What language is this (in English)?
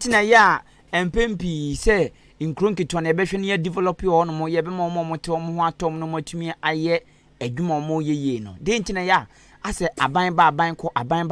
Akan